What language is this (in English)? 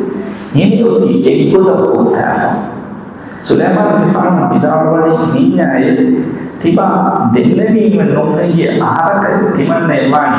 Divehi